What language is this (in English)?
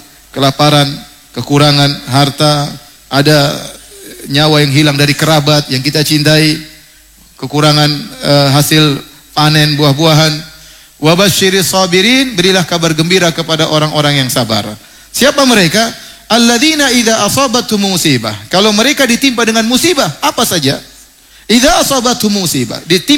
Indonesian